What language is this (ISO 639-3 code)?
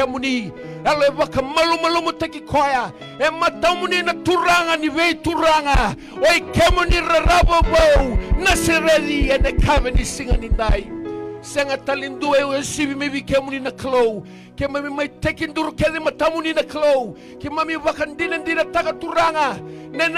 fij